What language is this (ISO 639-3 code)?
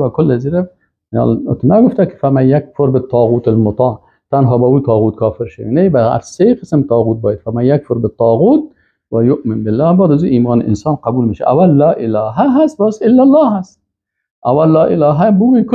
fas